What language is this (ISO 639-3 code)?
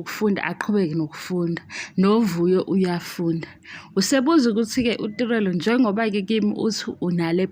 zul